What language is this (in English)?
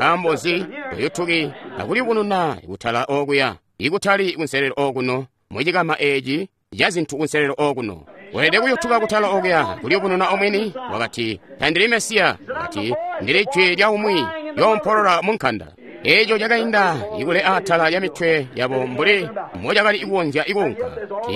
Tonga (Zambia)